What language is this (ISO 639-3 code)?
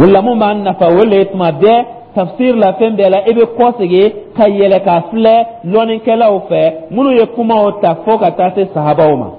dyu